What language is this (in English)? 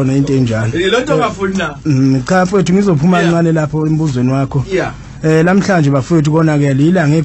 Zulu